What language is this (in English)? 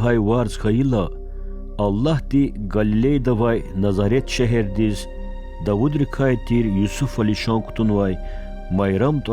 Lezghian